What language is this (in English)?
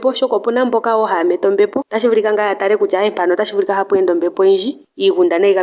Ndonga